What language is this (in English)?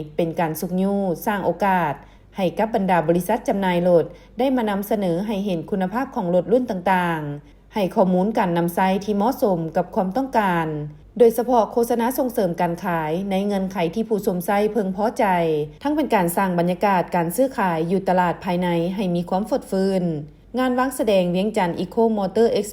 Lao